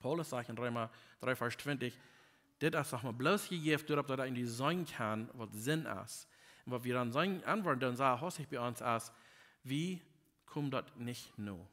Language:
Plautdietsch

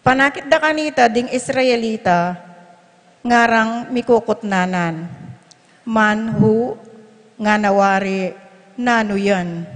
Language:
Pampanga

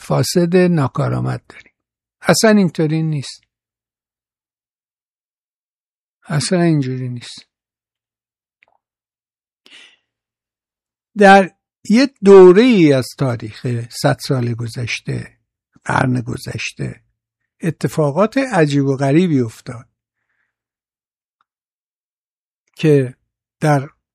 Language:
Persian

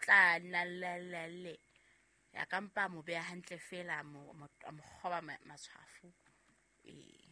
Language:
Southern Sotho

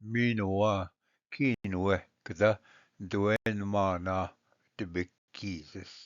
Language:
Ojibwa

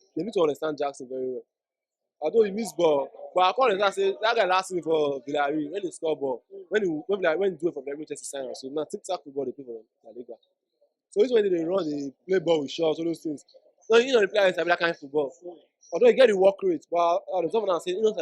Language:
Nigerian Pidgin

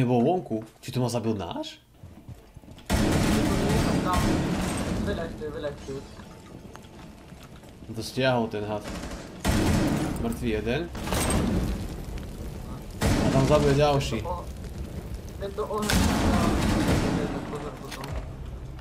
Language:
Slovak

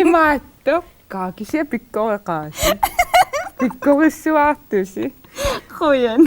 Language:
Kalaallisut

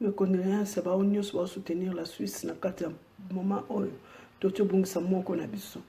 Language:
Lingala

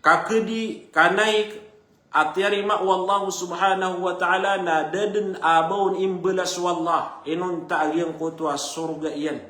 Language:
Maranao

